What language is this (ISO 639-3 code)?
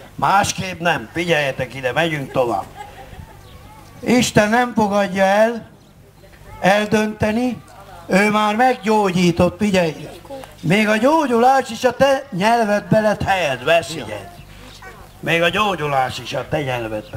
hun